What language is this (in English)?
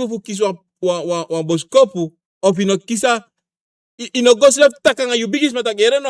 Sranan Tongo